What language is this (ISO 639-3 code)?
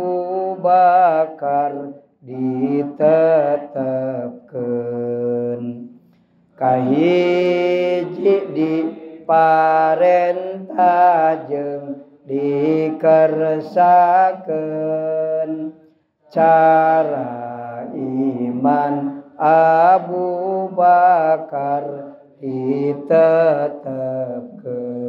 sun